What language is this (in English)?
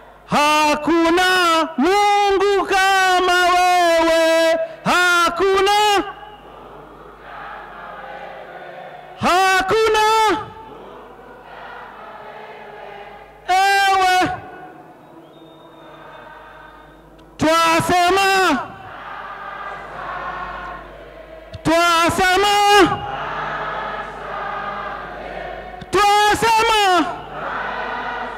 Swahili